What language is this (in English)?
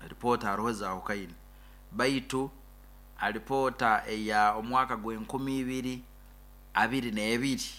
Nyoro